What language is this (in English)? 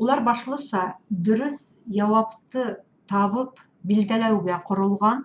Bashkir